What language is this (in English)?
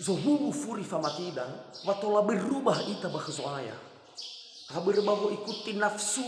Nias